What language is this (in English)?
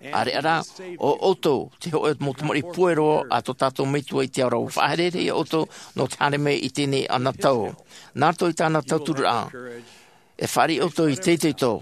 Tahitian